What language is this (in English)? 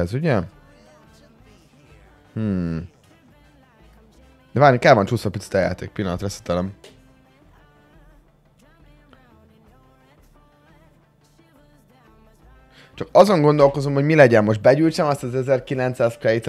Hungarian